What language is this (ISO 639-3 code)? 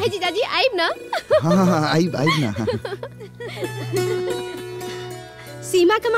bho